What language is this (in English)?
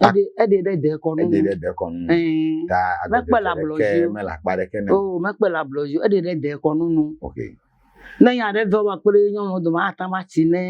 Ewe